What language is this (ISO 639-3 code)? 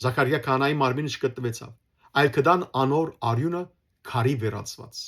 hyw